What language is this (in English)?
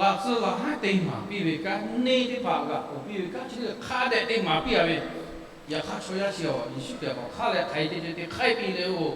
Lahu